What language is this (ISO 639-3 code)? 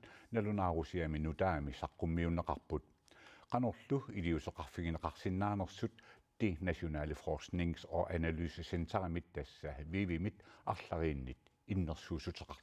kal